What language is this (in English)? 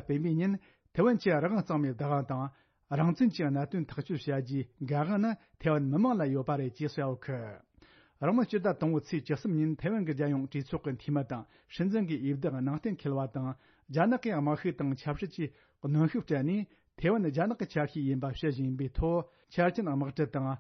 Tibetan